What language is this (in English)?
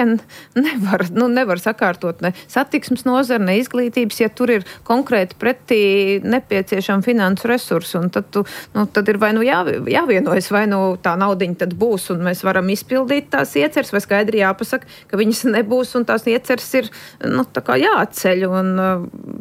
Latvian